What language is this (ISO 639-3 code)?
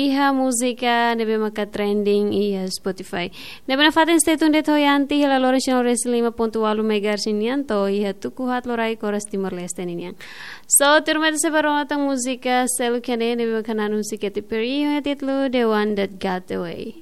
tet